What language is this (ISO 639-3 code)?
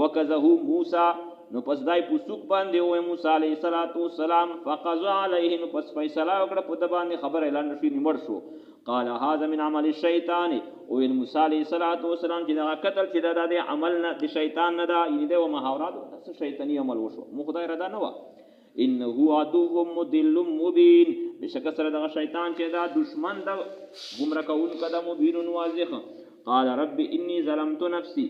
pus